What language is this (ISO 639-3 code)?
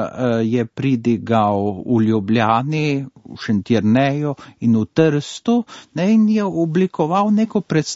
slv